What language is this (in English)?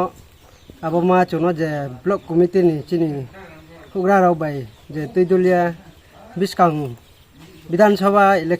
Kok Borok